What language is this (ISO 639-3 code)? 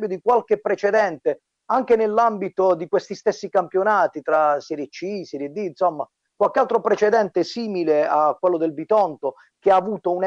ita